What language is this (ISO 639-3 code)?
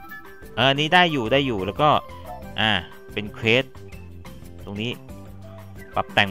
tha